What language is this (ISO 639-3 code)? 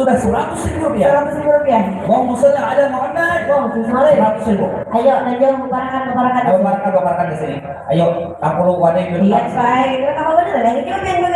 bjn